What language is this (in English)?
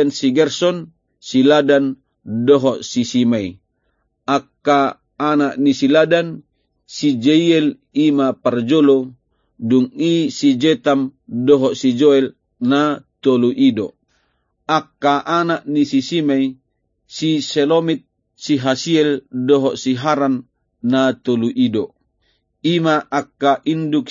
Batak Toba